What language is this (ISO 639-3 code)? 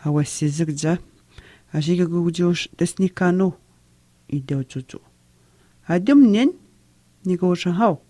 atj